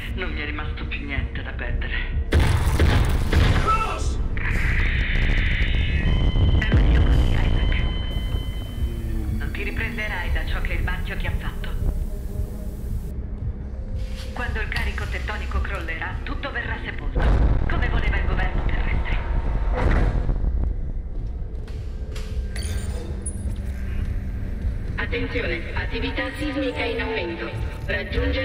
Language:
Italian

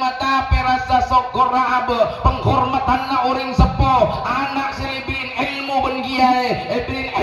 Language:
Madurese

